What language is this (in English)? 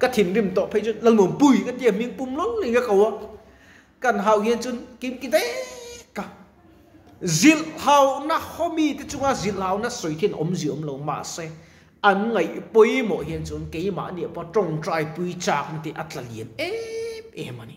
Mizo